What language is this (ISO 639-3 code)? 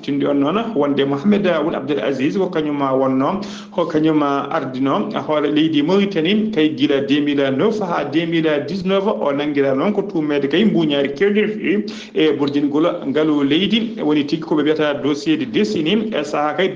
ful